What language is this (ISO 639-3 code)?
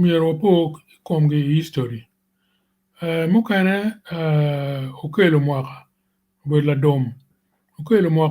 ach